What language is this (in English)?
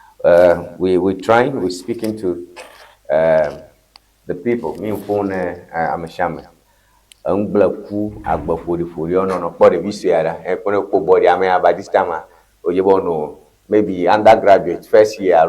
Ewe